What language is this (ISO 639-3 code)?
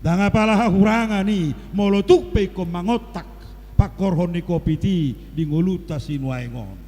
bbc